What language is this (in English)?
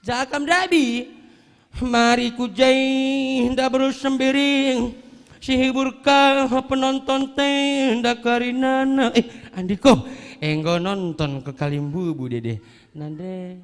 Batak Karo